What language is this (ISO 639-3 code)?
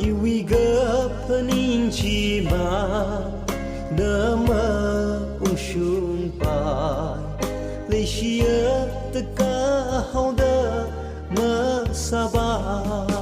nmf